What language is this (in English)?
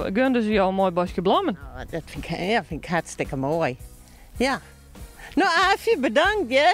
Western Frisian